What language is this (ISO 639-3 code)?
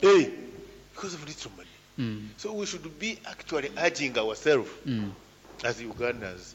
nyn